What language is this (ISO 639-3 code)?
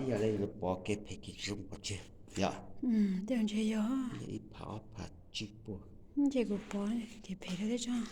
hmn